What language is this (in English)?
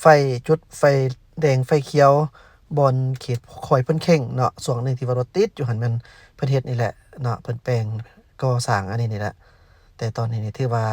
Lao